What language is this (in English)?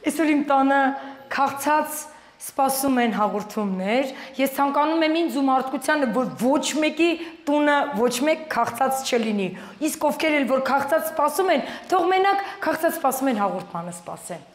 Armenian